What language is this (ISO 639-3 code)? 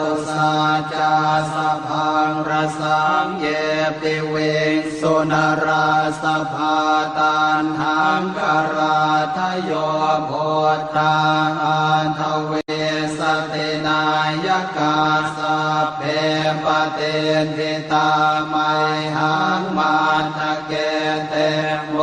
pli